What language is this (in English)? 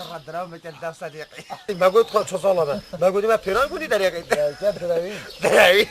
Kurdish